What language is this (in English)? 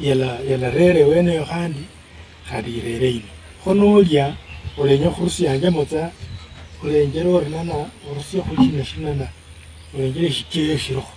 Luyia